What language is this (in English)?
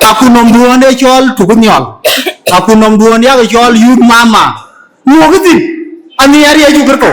Dinka